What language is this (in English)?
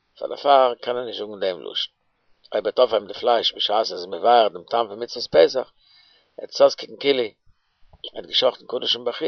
Yiddish